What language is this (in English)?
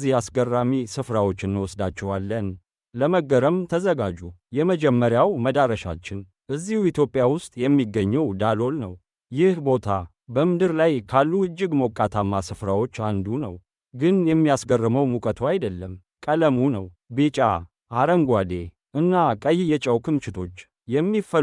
Amharic